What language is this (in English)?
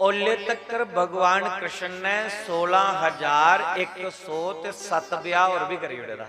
Dogri